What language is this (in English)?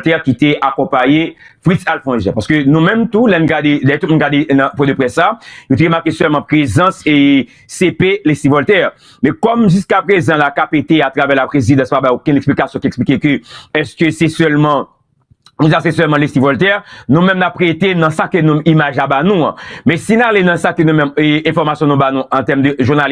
Haitian Creole